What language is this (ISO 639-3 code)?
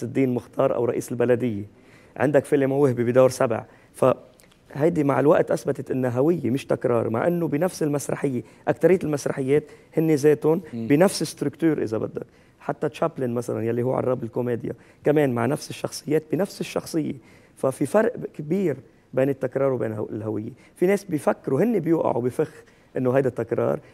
apc